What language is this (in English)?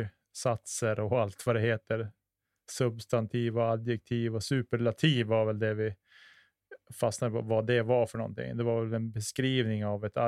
Swedish